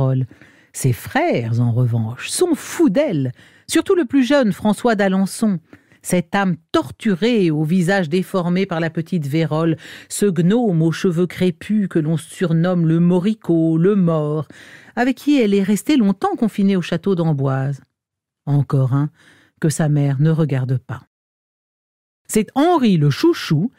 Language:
French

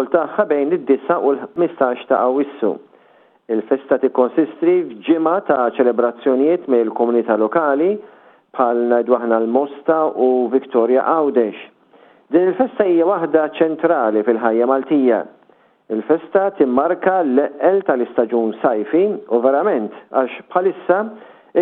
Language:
Maltese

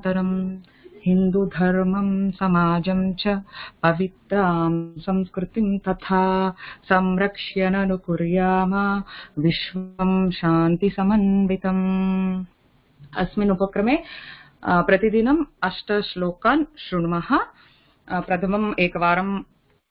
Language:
Sanskrit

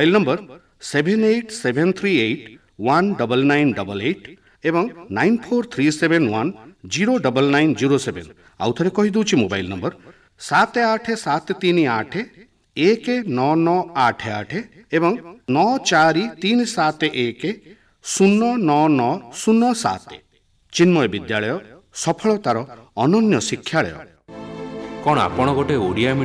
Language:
Odia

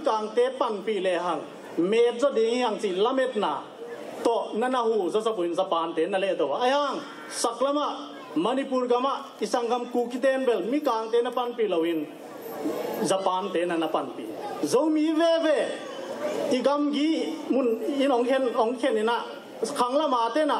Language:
Tedim Chin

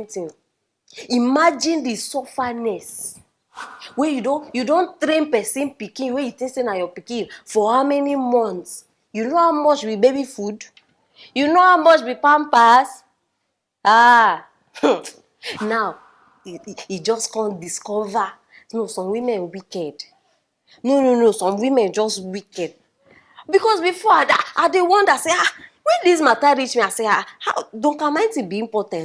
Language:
Nigerian Pidgin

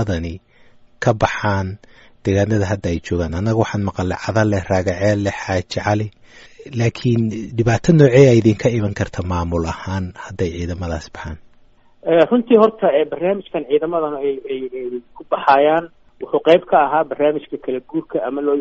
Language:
Somali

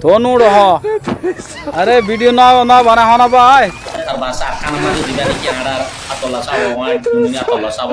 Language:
Rohingya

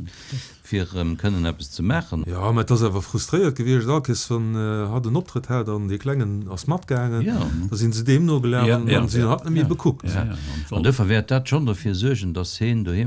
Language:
Luxembourgish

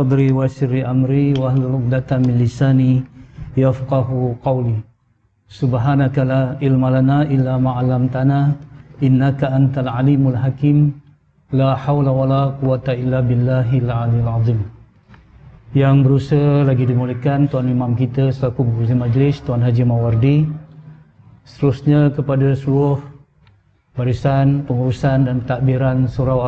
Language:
Malay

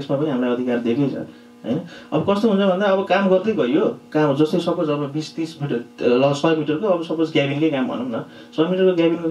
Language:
Nepali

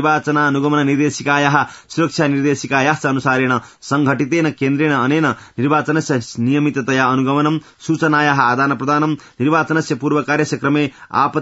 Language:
Sanskrit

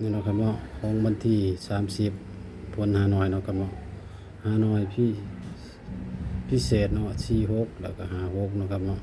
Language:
Northeastern Thai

